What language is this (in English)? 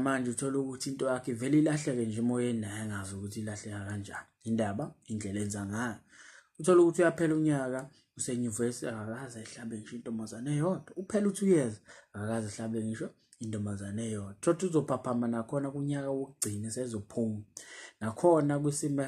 Zulu